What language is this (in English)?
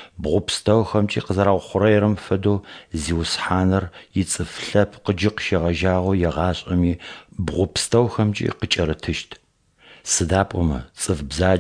Adyghe